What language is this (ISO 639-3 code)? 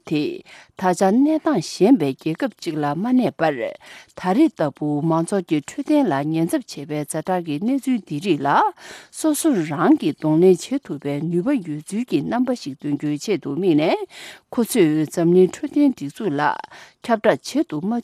bod